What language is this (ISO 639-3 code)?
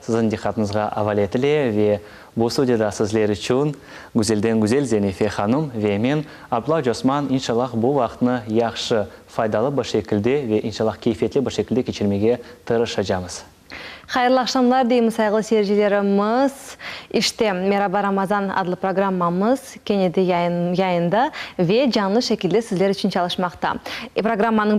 crh